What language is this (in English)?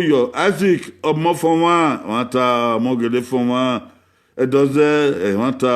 Bini